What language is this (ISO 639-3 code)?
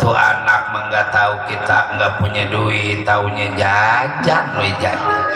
bew